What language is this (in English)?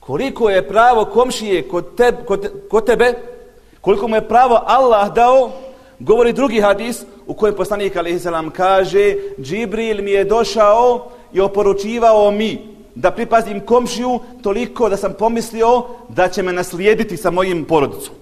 Bosnian